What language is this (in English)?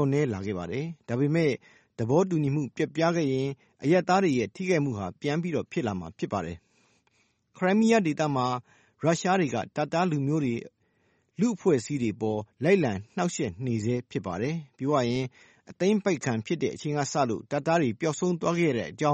Burmese